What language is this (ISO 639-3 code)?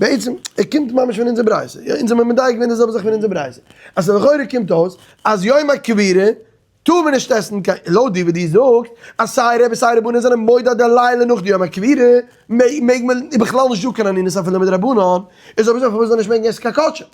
yid